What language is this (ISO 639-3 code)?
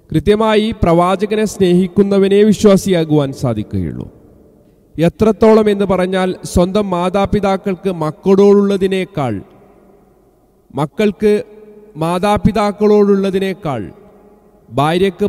mal